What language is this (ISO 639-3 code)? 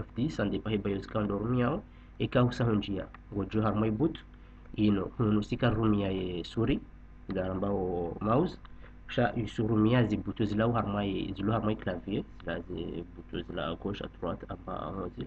zdj